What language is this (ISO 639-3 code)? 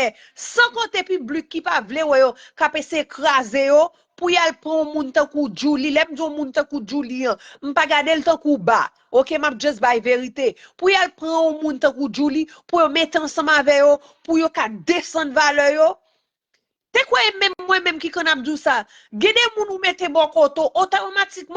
hat